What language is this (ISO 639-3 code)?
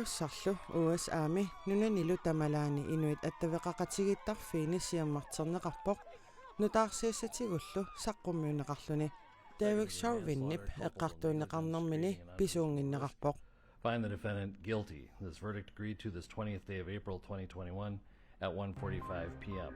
kal